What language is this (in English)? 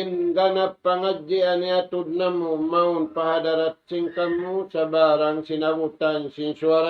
Tausug